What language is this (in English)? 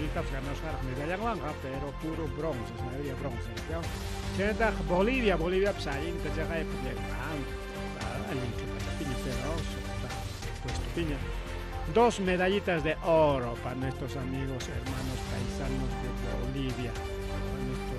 Ayacucho Quechua